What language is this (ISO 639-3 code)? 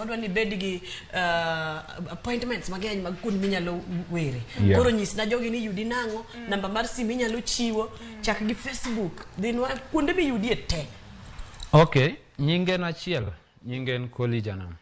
luo